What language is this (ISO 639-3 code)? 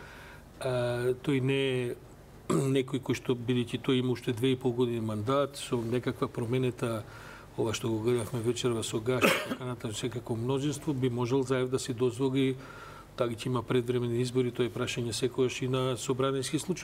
mkd